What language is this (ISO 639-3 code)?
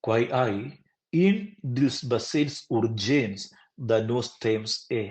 roh